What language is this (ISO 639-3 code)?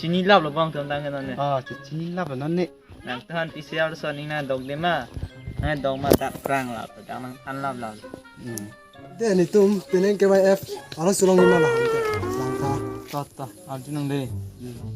mjw